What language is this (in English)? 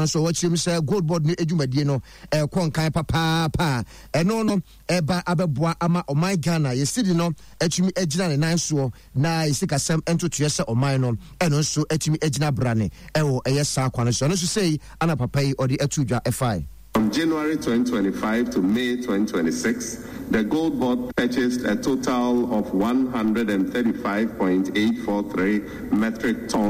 Akan